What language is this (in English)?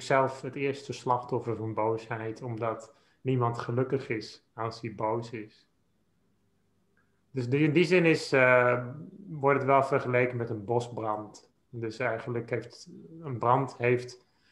Dutch